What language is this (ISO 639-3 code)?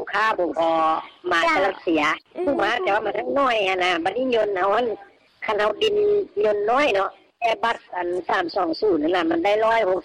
lao